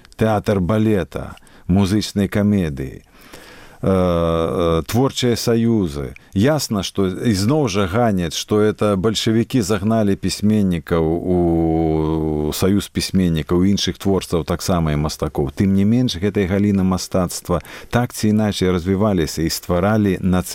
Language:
Belarusian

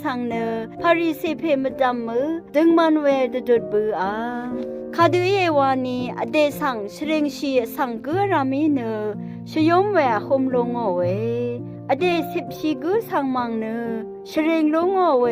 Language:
Rawang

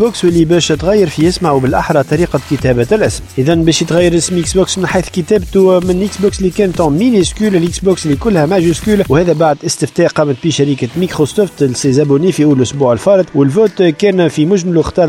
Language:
Tunisian Arabic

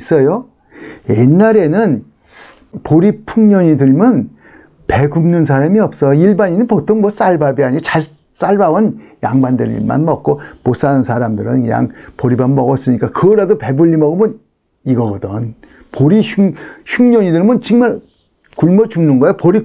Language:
Korean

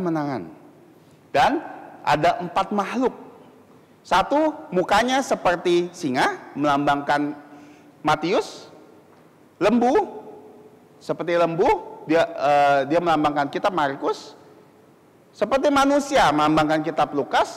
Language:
Indonesian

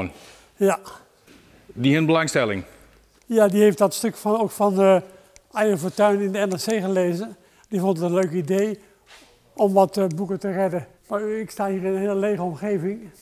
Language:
Western Frisian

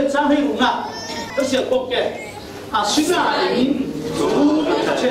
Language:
Falam Chin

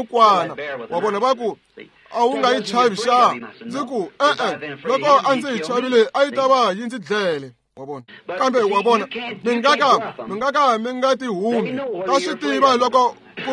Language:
Tsonga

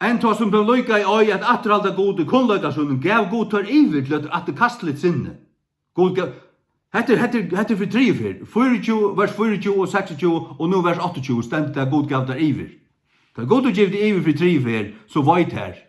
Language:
Faroese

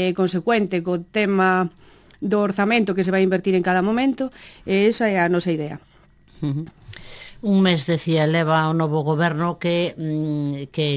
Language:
Galician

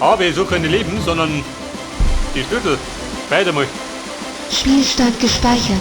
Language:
Bavarian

